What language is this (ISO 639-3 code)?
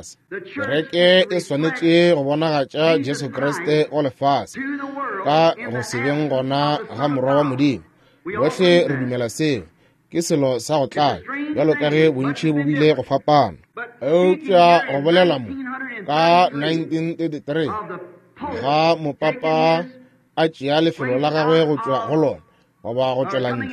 nso